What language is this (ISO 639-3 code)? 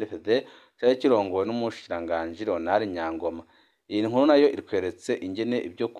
run